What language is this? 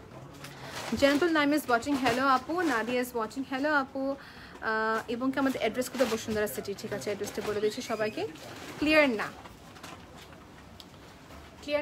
Bangla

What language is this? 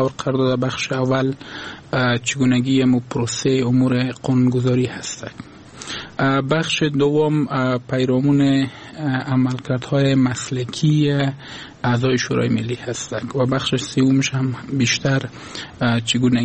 Persian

